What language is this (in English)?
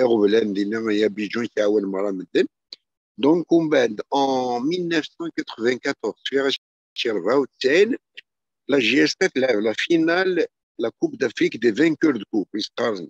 Kabyle